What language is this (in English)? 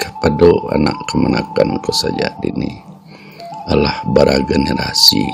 Minangkabau